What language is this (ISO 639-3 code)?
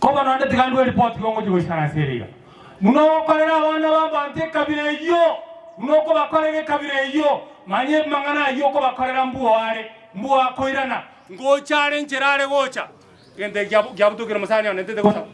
guz